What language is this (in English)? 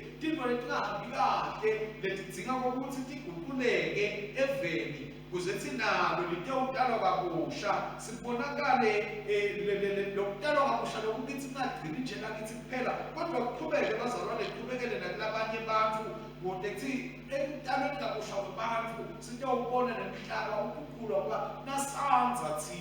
Swati